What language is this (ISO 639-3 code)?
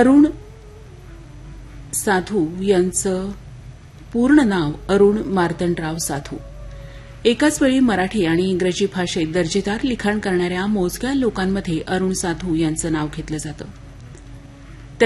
mar